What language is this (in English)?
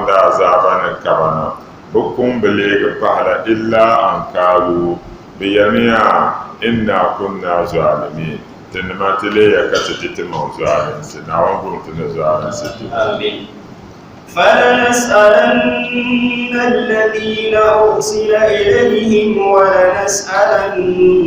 Dagbani